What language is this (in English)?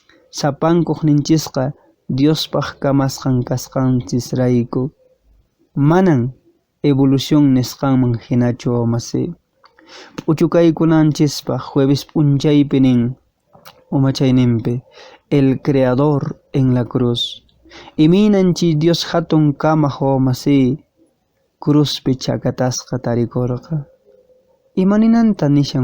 Quechua